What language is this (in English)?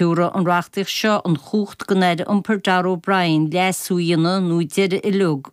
Irish